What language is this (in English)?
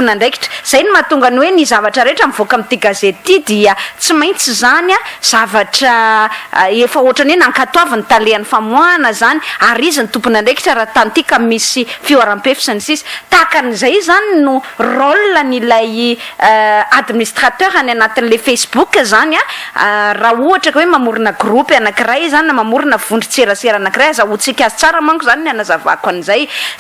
Malagasy